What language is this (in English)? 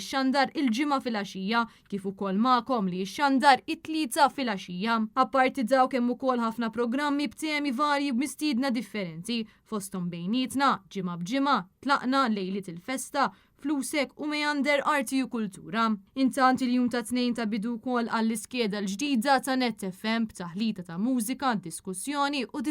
Maltese